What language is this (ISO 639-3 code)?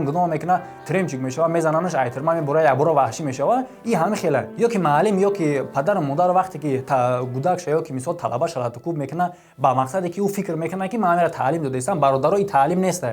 tgk